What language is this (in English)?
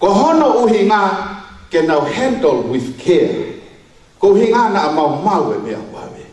Tongan